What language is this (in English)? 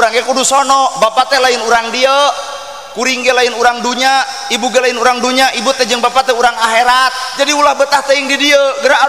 Sundanese